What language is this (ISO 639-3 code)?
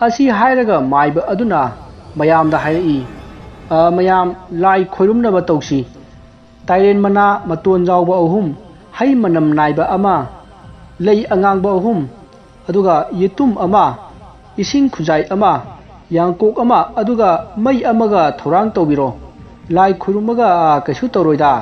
mni